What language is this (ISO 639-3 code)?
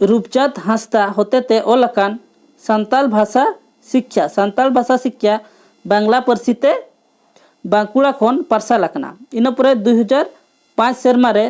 sat